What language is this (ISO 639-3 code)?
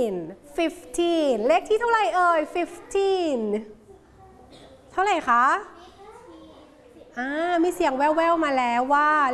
tha